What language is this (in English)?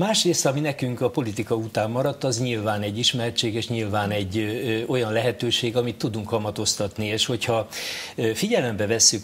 Hungarian